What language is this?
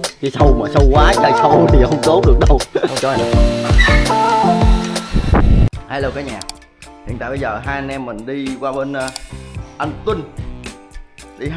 Vietnamese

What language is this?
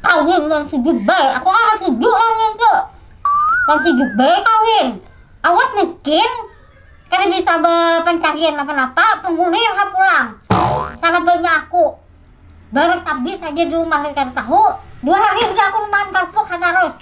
Banjar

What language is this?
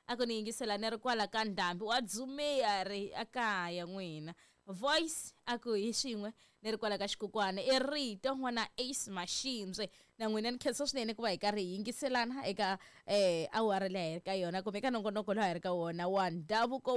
Tsonga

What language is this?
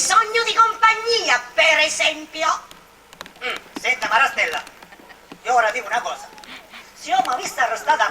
Sicilian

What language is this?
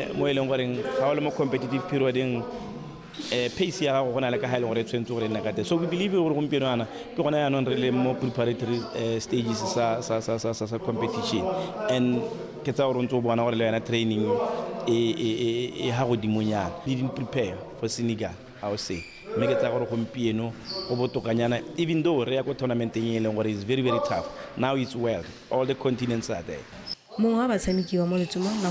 Tswana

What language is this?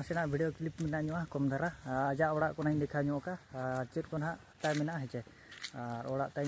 Santali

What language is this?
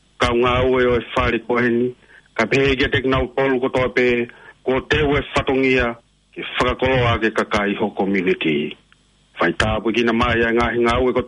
Tongan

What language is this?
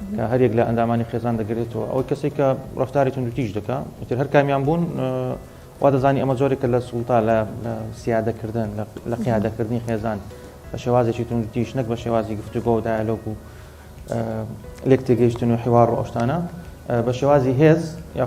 Central Kurdish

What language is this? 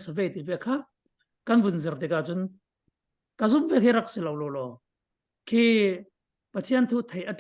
Falam Chin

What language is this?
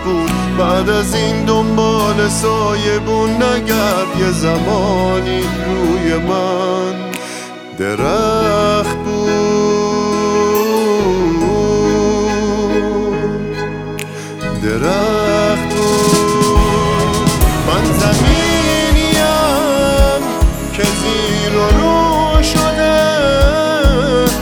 Persian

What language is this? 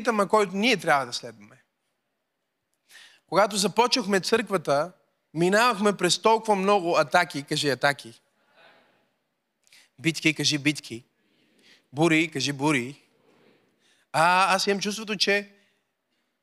Bulgarian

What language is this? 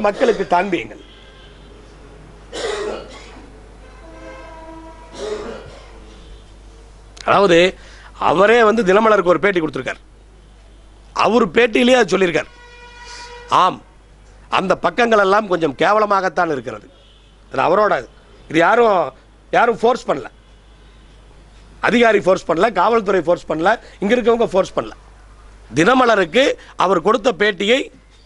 Tamil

